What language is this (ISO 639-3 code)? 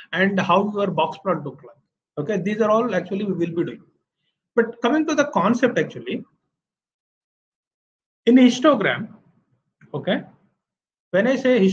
eng